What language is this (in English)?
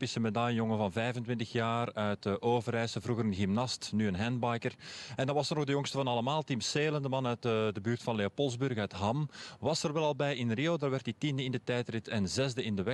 Dutch